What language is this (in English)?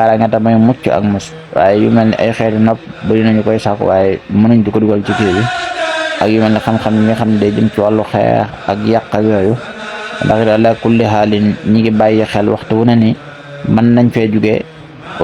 Wolof